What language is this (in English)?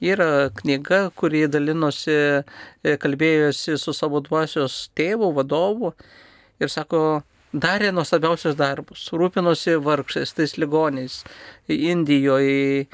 Lithuanian